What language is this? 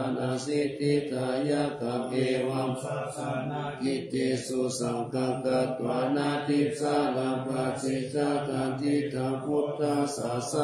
Pali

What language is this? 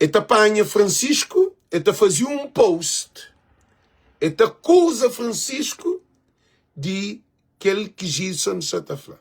Kabuverdianu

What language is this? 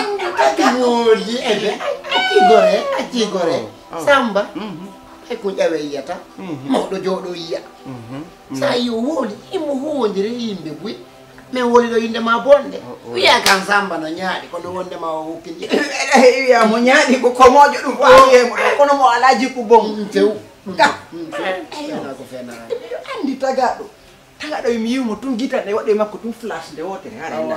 Fula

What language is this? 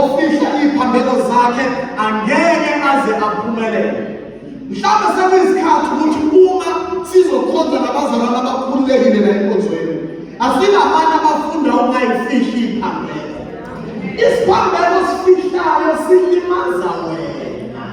Zulu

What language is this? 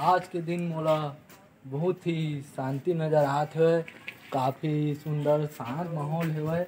Chhattisgarhi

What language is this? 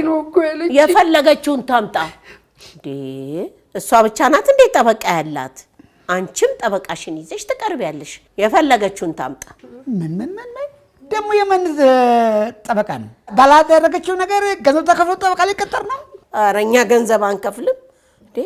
Amharic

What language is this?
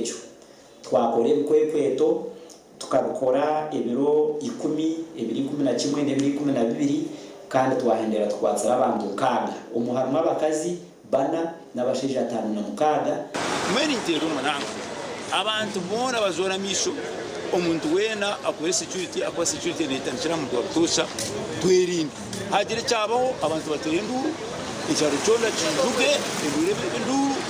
Nyankole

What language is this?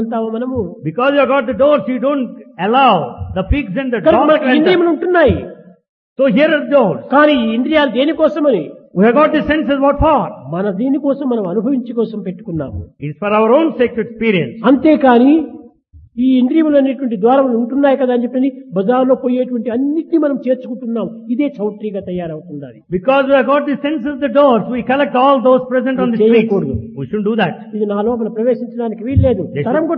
Telugu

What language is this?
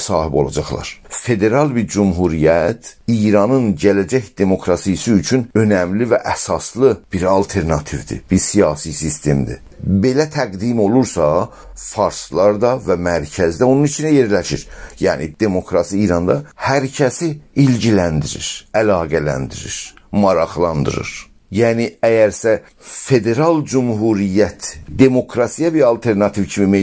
South Azerbaijani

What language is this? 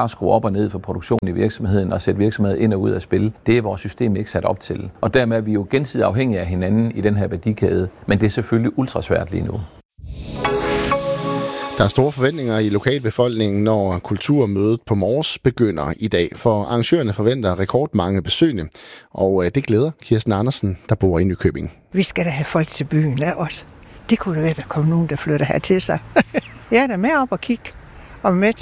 Danish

